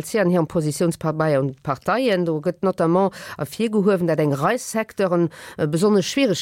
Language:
Luxembourgish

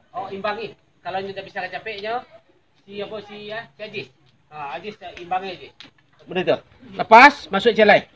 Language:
Minangkabau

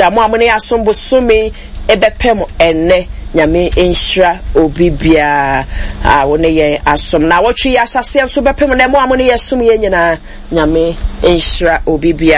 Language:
Akan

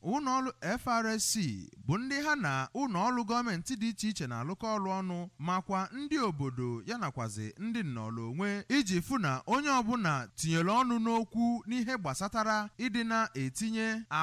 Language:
Igbo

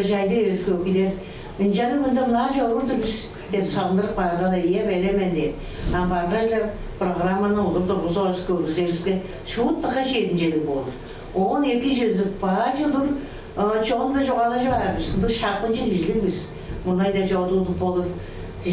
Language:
Tuvinian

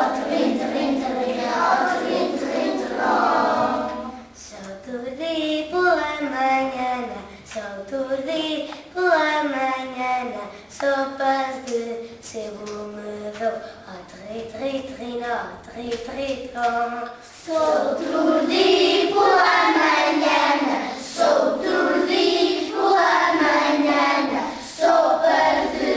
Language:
Mirandese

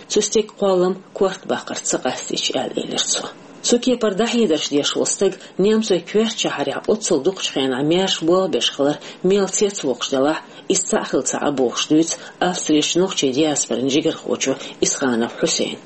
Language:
Chechen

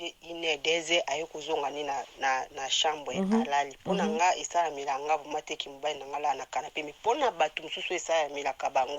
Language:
Lingala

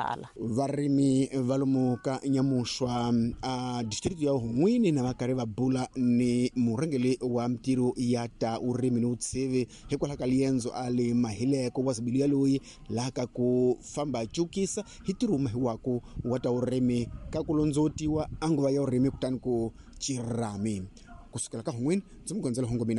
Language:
Tsonga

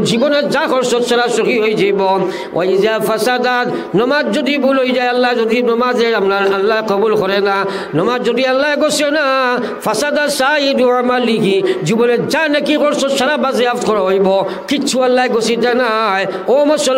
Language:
Sylheti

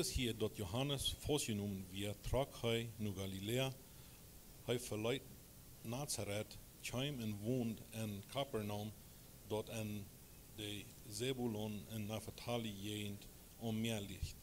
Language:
Plautdietsch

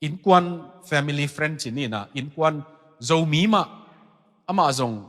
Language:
Tedim Chin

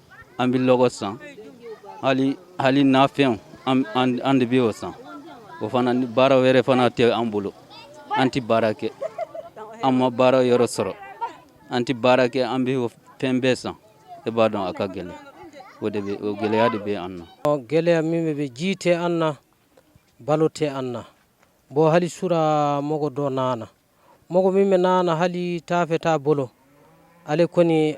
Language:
Bambara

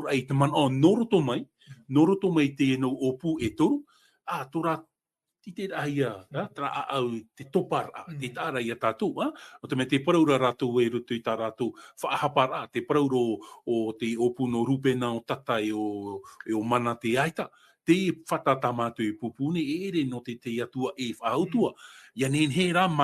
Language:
Tahitian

